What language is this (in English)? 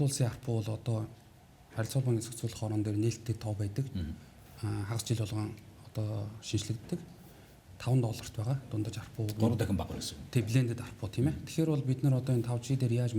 Mongolian